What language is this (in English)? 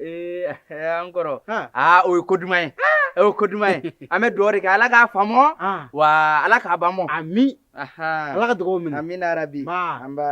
Bambara